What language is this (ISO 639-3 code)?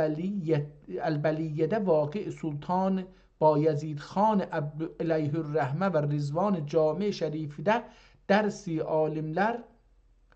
azb